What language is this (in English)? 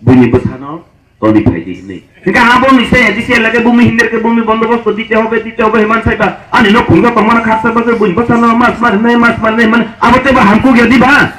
Kok Borok